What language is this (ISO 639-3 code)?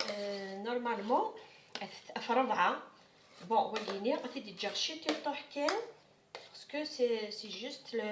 kab